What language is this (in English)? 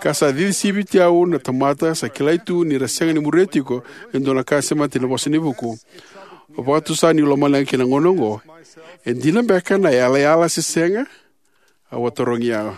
Fijian